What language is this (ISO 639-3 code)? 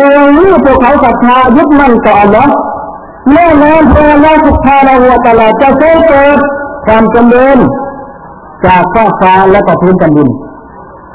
tha